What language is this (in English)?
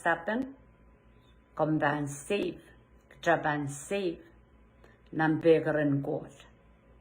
Pohnpeian